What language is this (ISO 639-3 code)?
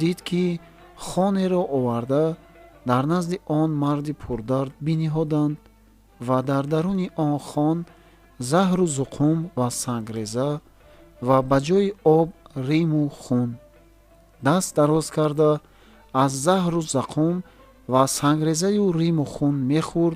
tgk